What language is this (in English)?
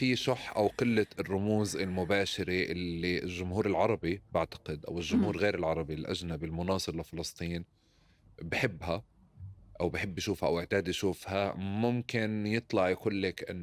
North Levantine Arabic